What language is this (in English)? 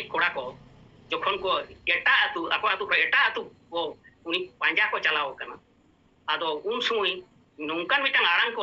Santali